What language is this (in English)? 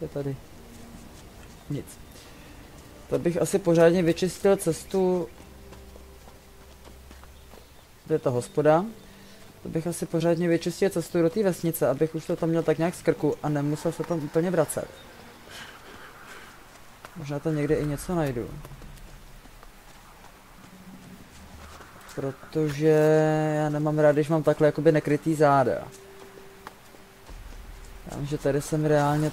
Czech